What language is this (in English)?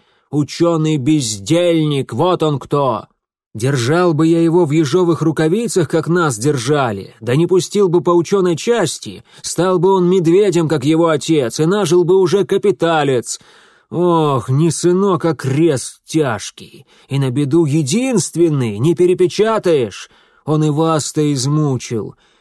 Russian